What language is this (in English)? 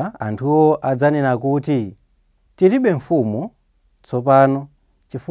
Nyanja